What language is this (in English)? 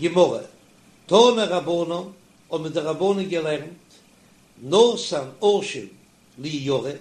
Yiddish